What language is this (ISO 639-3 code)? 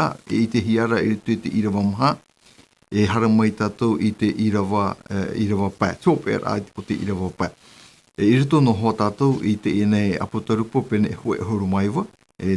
tah